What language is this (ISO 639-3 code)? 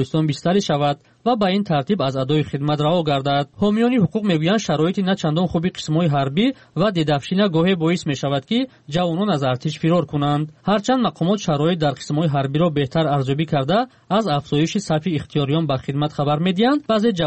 fas